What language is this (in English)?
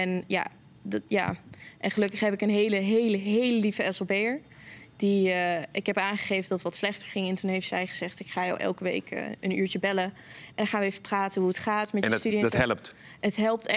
Dutch